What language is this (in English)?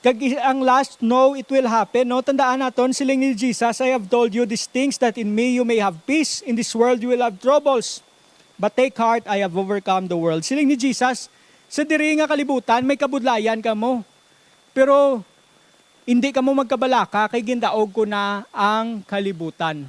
Hiligaynon